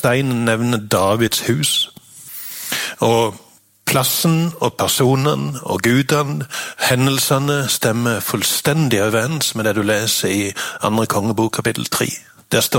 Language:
Norwegian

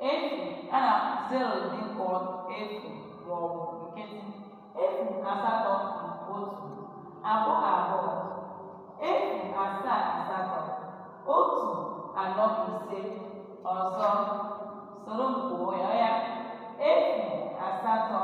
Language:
Igbo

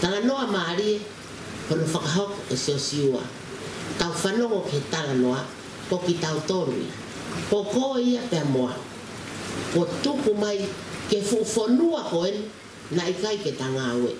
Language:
Tongan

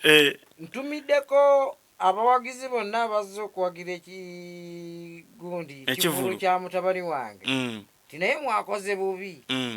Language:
Ganda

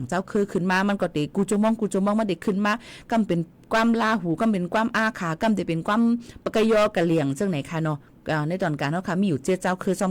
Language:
Shan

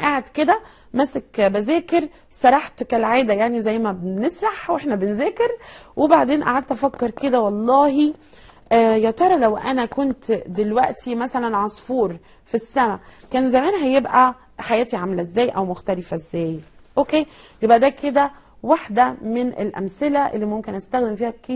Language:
Egyptian Arabic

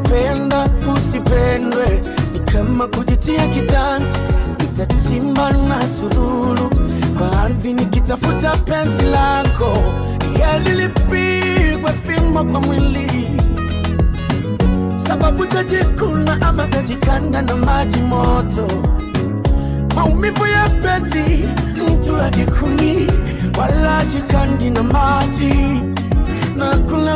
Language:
Swahili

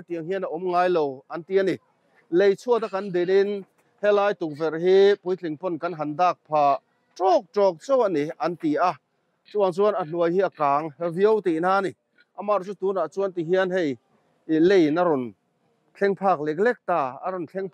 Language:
Mizo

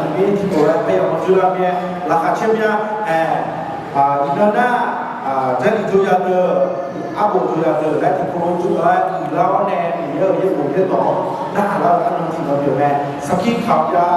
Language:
Akha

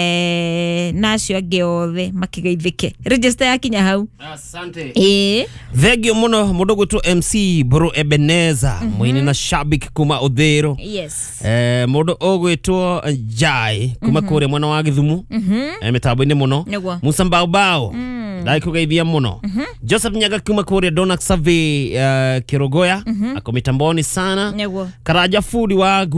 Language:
Kikuyu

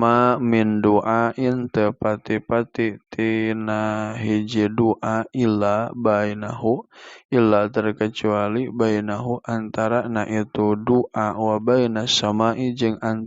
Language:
Sundanese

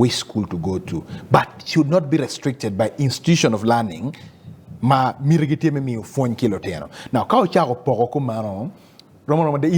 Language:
Acoli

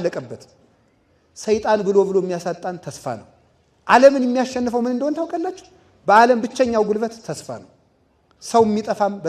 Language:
Amharic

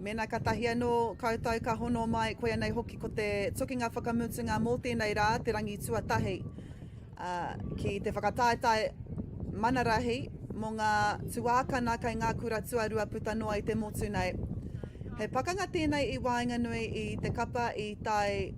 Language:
Māori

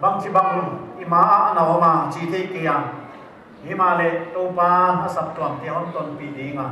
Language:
Paite Chin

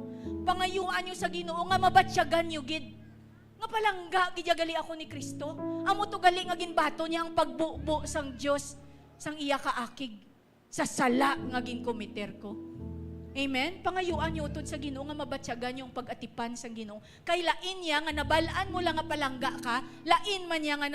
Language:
Hiligaynon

